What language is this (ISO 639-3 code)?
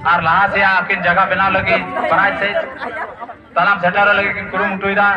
sat